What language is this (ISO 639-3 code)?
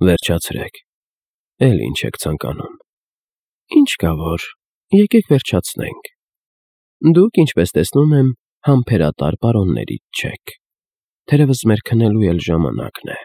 hye